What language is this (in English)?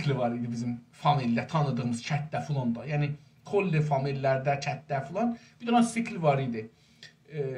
South Azerbaijani